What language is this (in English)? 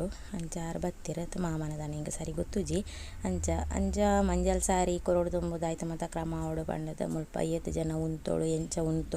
Tulu